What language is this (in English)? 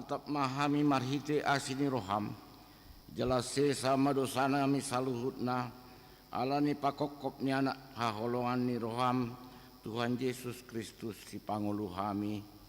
Batak Toba